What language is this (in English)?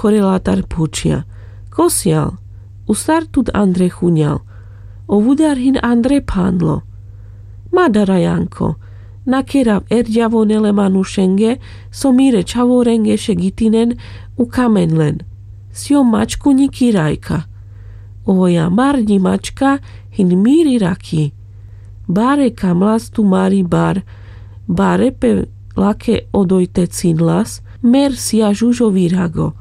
Carpathian Romani